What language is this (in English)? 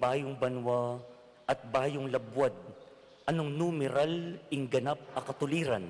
Pampanga